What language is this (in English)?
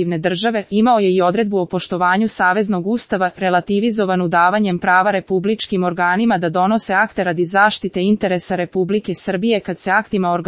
Serbian